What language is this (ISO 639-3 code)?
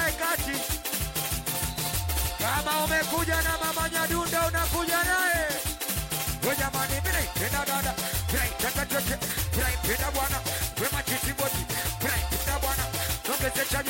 swa